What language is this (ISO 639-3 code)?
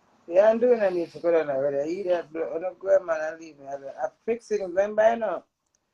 jam